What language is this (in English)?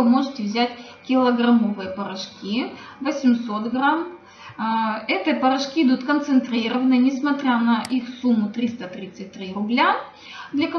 Russian